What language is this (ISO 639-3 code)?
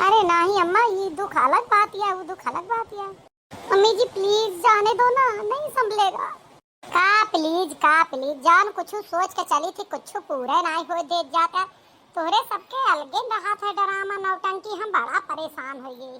awa